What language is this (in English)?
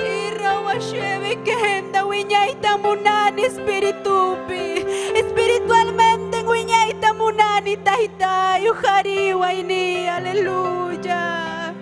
Ayacucho Quechua